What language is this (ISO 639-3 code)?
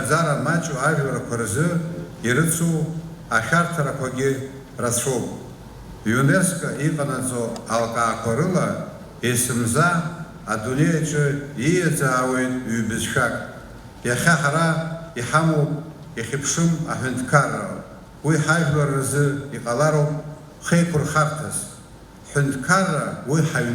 abk